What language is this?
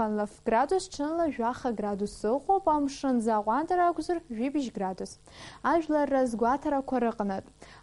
Abkhazian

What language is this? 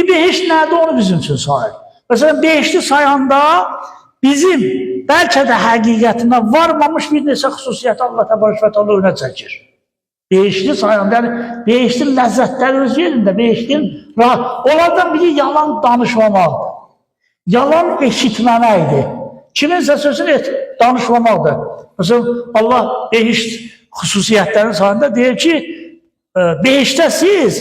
Azerbaijani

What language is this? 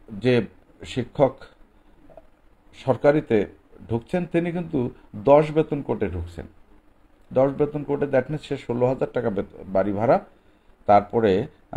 Bangla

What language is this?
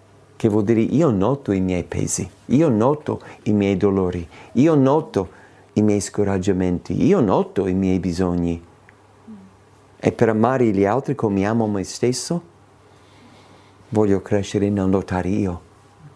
Italian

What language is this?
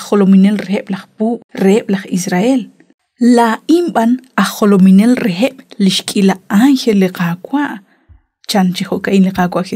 Kekchí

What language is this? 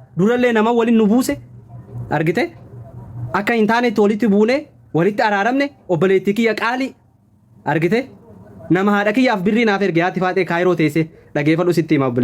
Oromo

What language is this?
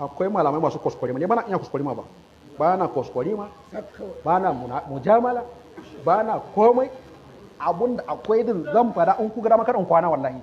Hausa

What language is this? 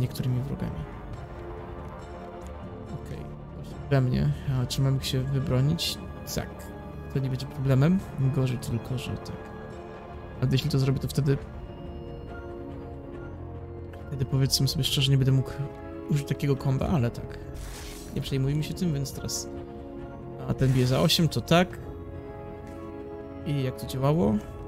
Polish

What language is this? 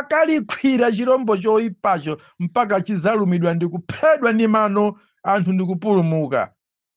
Nyanja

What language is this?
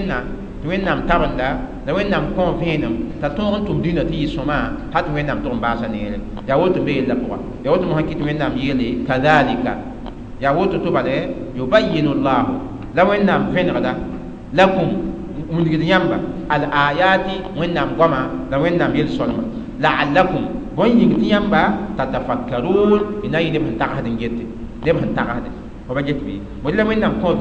Mossi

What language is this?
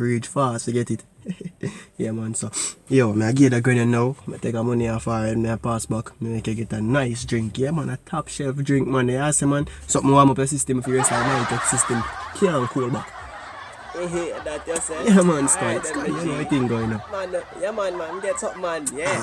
Jamaican Creole English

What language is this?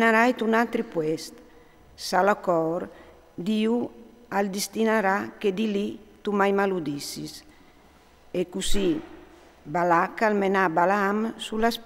Friulian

